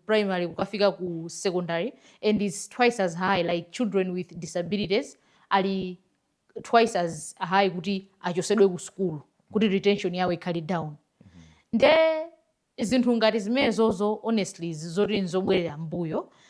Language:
Nyanja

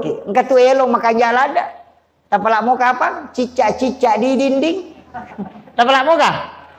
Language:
Buginese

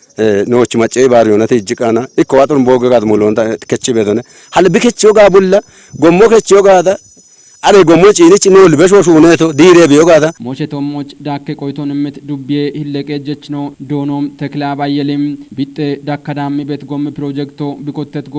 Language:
Kafa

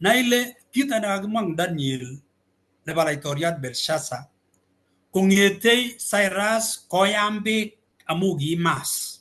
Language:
Kalenjin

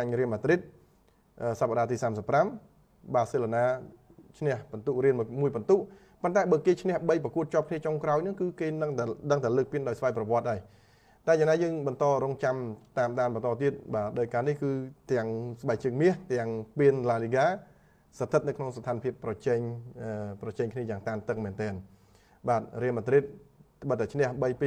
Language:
Khmer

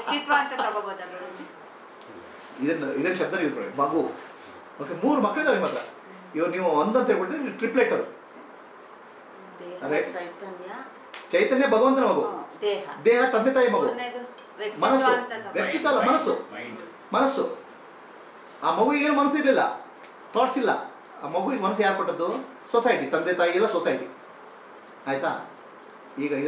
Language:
Kannada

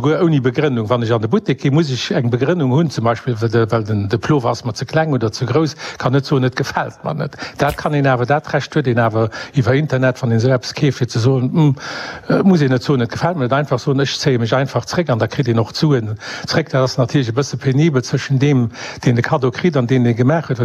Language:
Luxembourgish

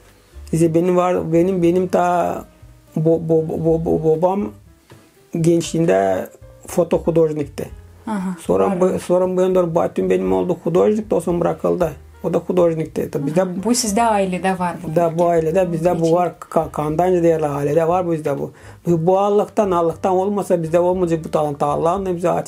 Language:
Gagauz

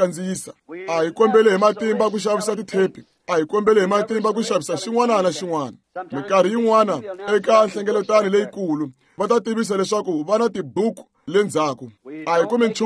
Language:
Tsonga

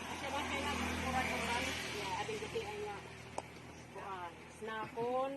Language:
Waray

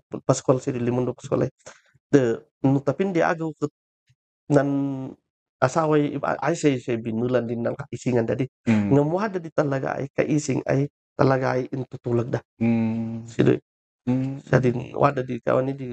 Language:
Kankanaey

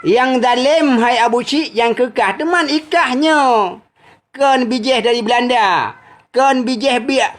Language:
Achinese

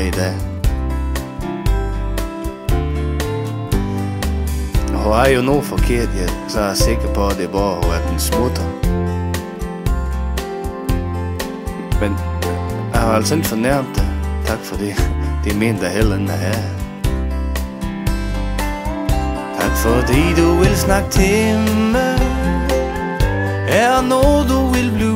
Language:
Danish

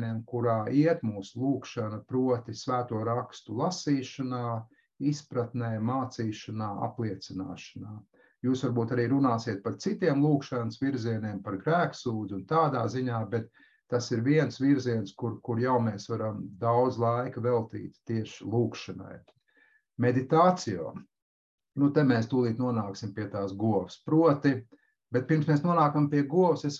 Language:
Latvian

